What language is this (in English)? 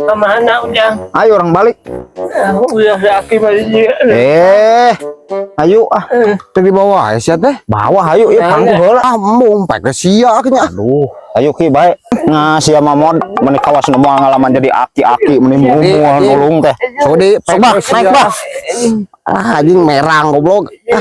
Sundanese